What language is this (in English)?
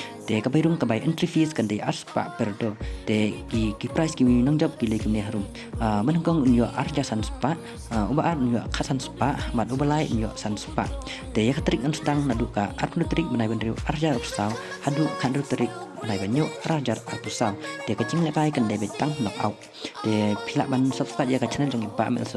Khasi